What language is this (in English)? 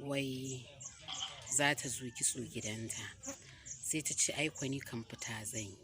Hausa